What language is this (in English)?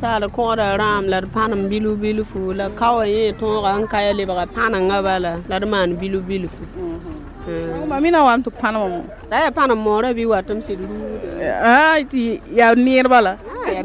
Mossi